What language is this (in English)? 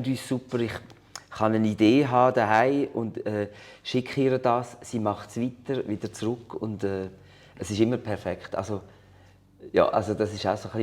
Swiss German